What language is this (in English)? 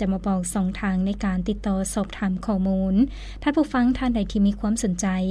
Lao